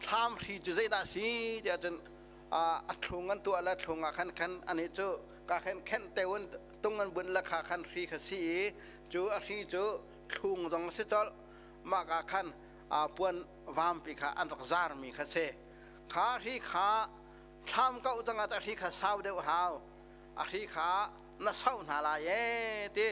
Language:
Hakha Chin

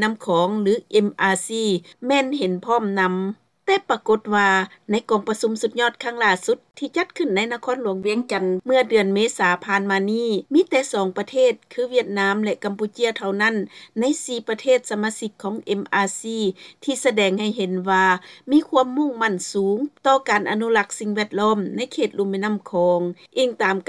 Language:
Lao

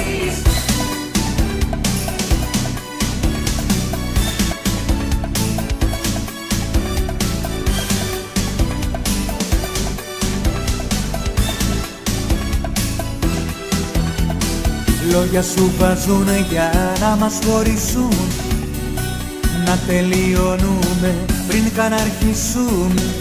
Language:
Greek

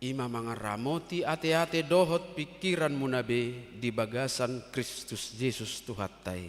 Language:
Batak Toba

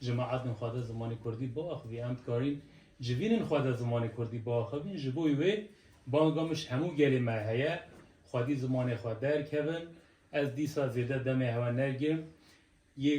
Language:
Kurdish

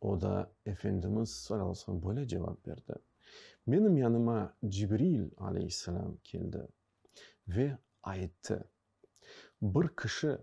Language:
Crimean Tatar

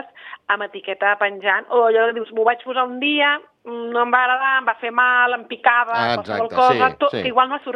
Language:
Catalan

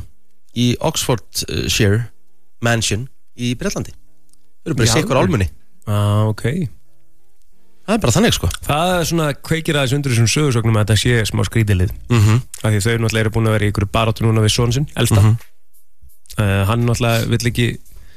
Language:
Icelandic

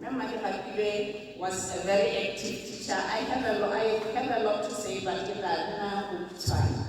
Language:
Tswana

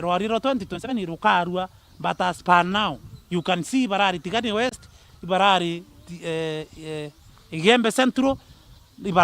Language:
Meru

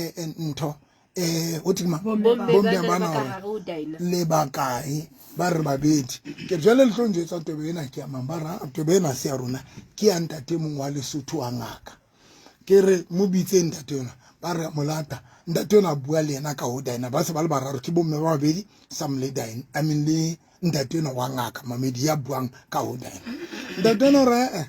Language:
Southern Sotho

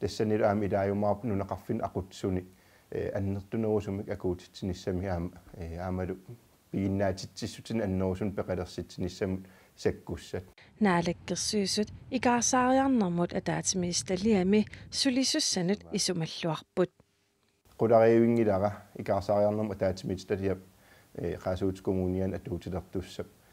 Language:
Kalaallisut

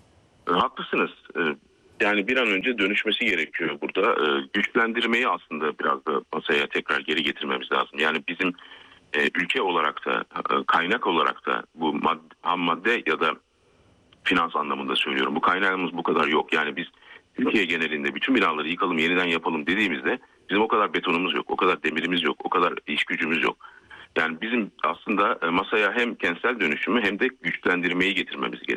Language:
Turkish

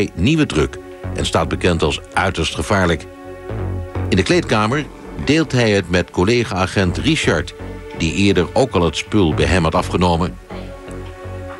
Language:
Dutch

